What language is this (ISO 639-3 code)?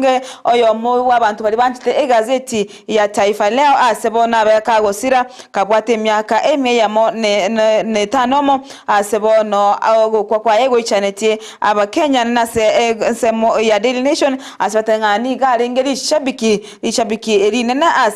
guz